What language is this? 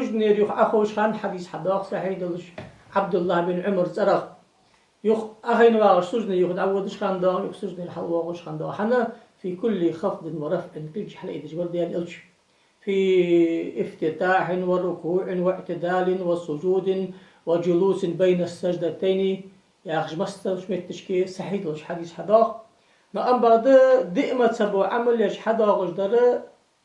Ingush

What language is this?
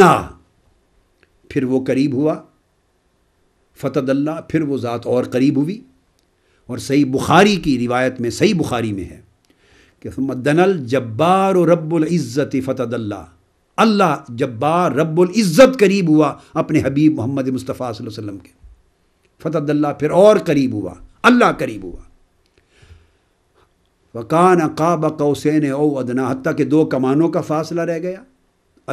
Urdu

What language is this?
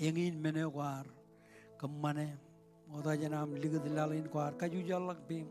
Marshallese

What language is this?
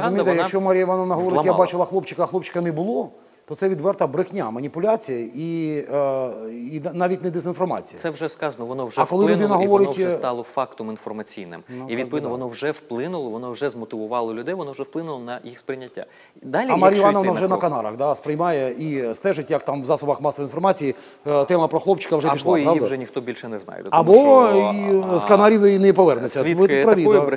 Ukrainian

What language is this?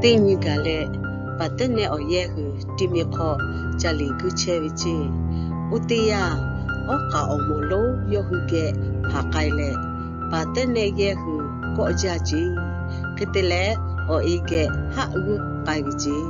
Lahu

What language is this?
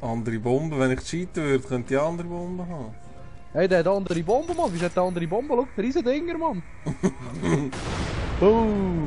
Swiss German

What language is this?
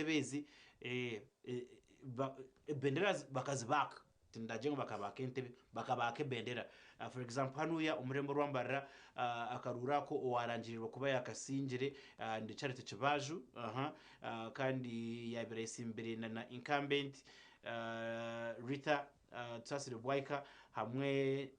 Nyankole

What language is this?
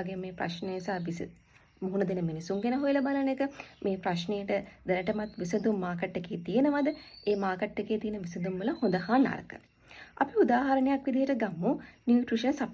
Sinhala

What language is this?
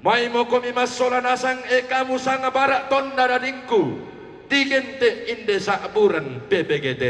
Toraja-Sa'dan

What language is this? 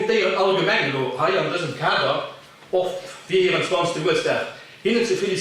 Luxembourgish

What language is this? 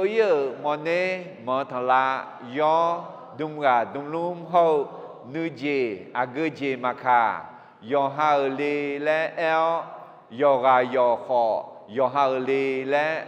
Akha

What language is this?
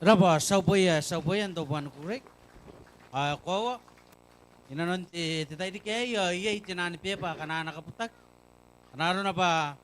Gilbertese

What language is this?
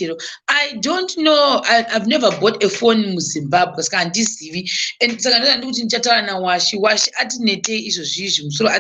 Shona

